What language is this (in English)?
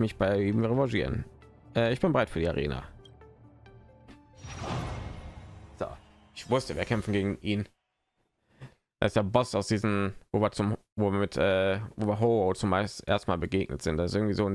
German